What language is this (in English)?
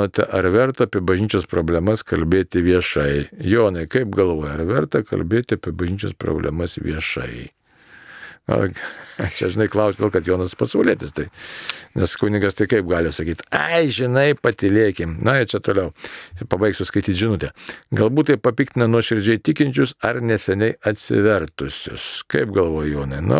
Lithuanian